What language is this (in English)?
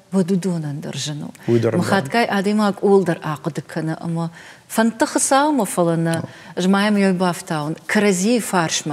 Ossetic